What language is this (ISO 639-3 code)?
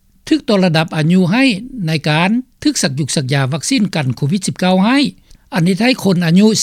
lao